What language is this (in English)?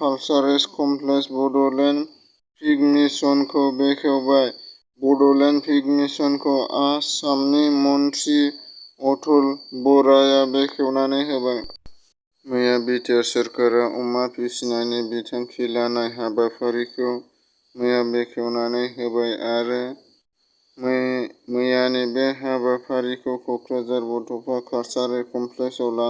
Bodo